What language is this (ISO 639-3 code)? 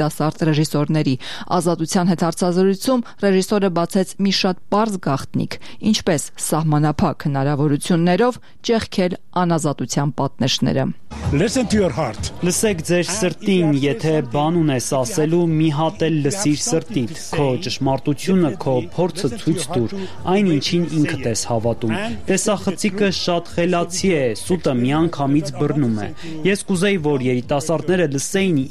hye